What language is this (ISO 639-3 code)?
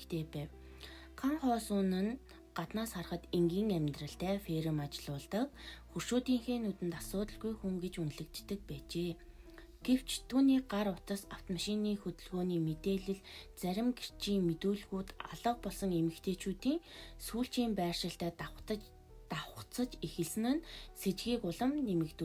mon